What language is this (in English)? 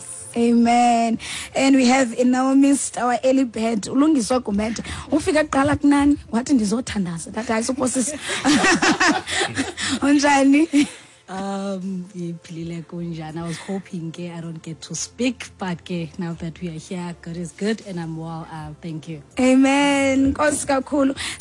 Xhosa